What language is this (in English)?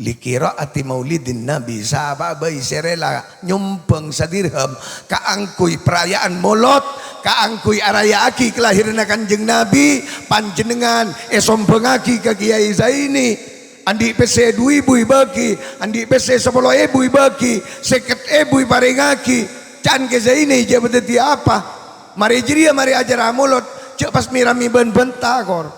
Madurese